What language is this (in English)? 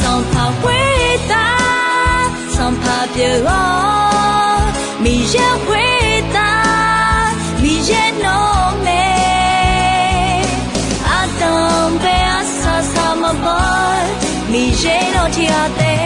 Akha